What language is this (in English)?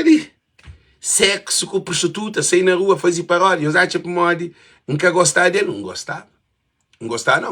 Kabuverdianu